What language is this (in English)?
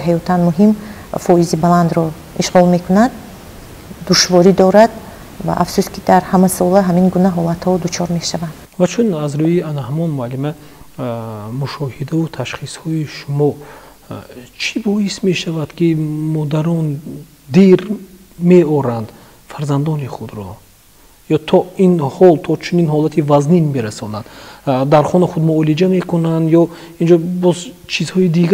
Tajik